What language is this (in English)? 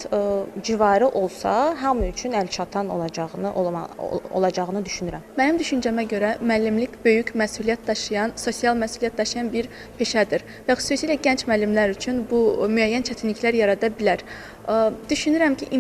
Azerbaijani